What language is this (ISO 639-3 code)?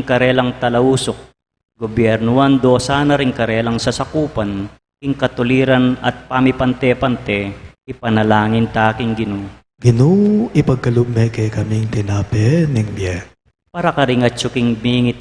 pam